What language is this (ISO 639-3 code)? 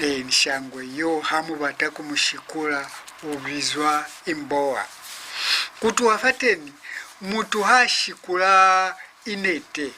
loz